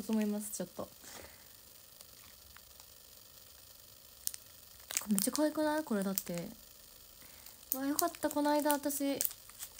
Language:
Japanese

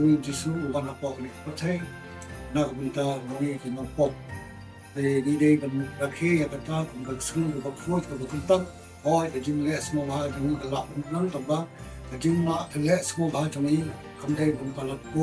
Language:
Khasi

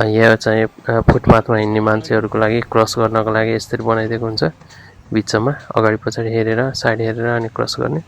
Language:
Nepali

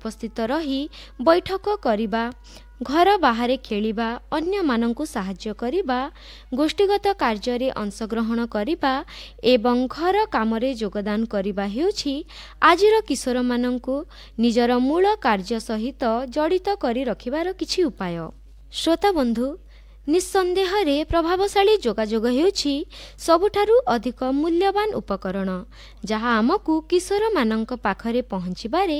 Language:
Odia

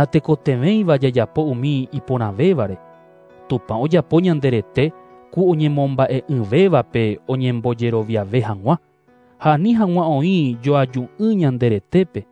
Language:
Guarani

